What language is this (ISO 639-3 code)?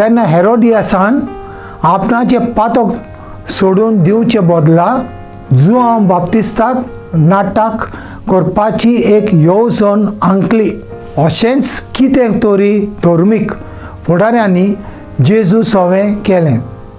kok